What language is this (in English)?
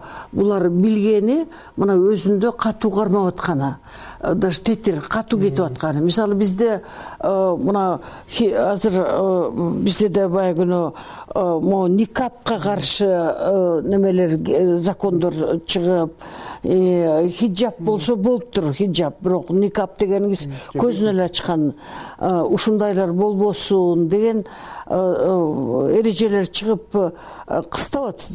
Kyrgyz